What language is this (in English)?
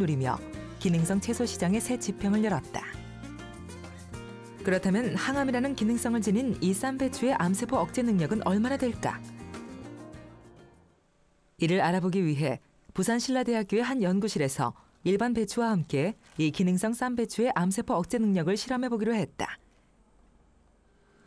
Korean